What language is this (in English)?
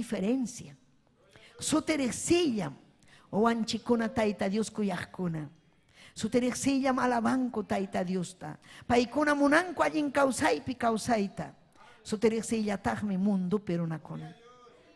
Ayacucho Quechua